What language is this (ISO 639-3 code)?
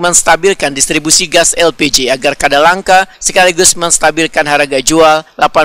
bjn